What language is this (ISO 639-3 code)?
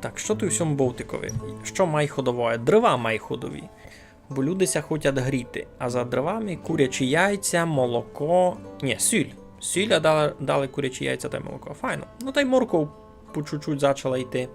rue